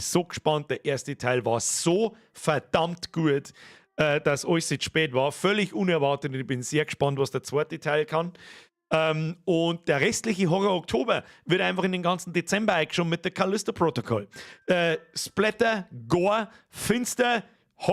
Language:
Bavarian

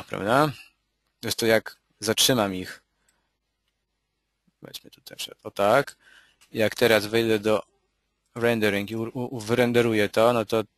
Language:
Polish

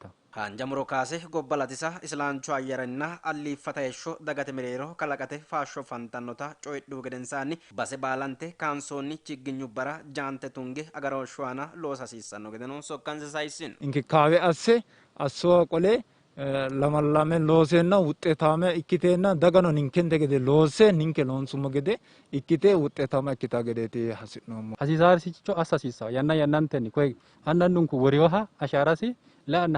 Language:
Sidamo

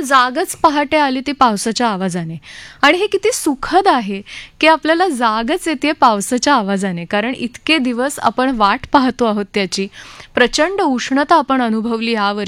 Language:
Marathi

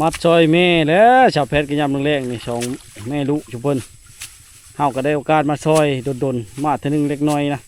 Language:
Lao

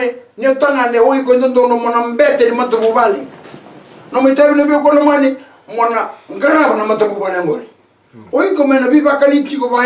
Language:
Fijian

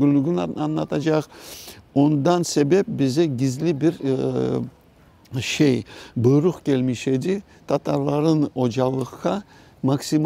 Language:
Crimean Tatar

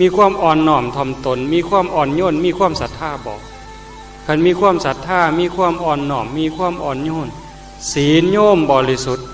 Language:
Northeastern Thai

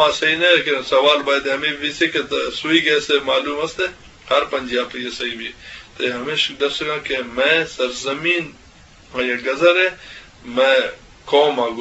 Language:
Eastern Balochi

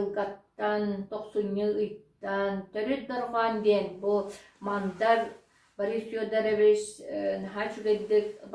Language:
Yakut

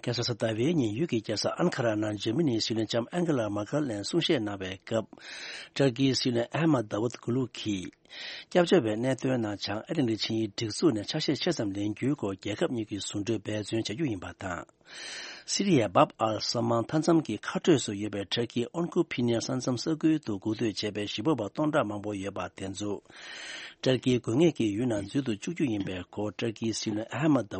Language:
Tibetan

